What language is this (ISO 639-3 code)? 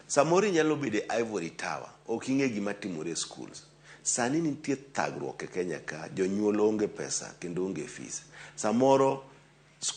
luo